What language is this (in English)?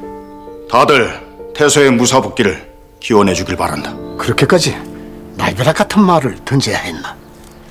Korean